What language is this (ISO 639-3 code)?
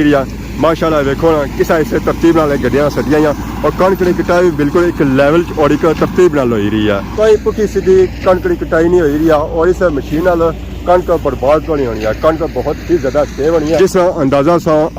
phr